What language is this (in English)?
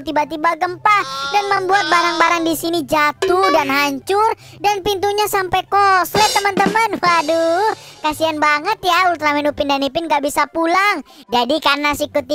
Indonesian